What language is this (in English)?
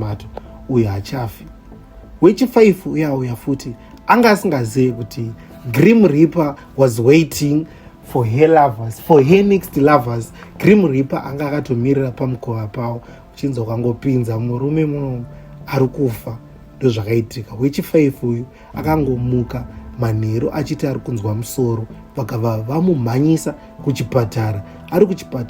Shona